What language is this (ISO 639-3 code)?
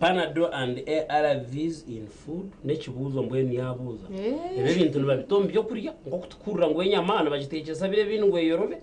nyn